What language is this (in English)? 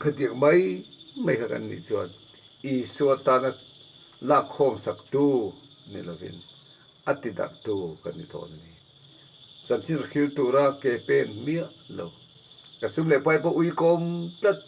Mizo